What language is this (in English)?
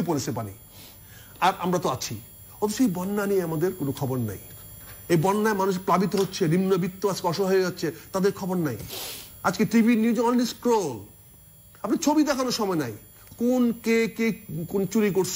Bangla